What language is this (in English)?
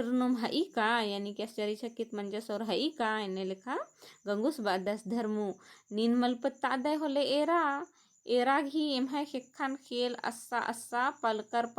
Kurukh